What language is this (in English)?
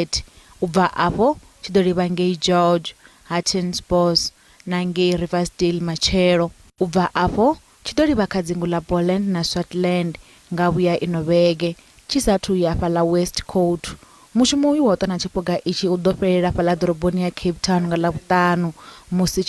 Venda